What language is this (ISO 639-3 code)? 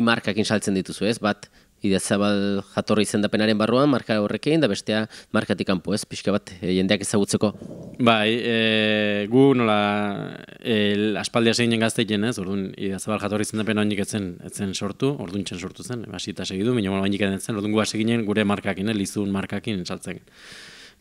eus